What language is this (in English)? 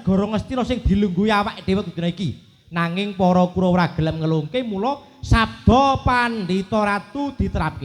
Javanese